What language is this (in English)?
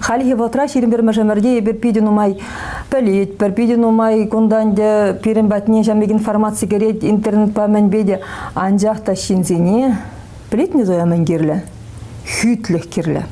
Chuvash